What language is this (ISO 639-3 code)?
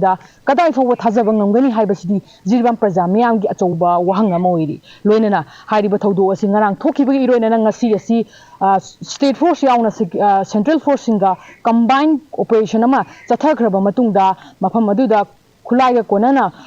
mni